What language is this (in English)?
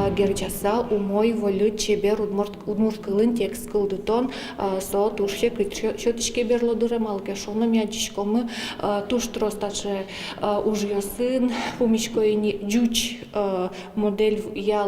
Udmurt